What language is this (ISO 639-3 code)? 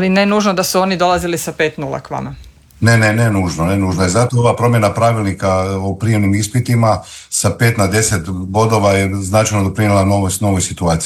hrv